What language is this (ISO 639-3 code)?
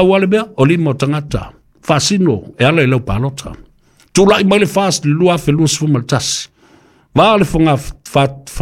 smo